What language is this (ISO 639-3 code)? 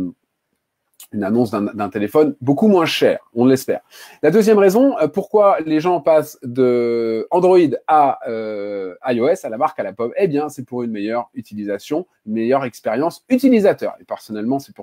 fra